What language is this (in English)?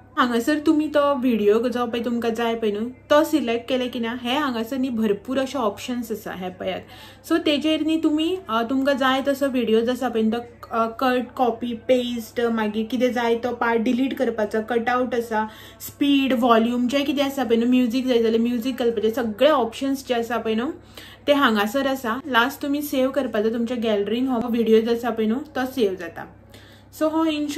Konkani